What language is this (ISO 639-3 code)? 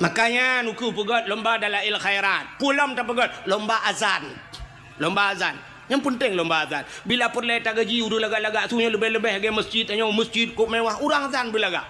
ace